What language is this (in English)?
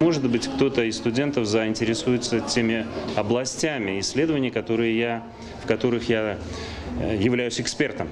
Ossetic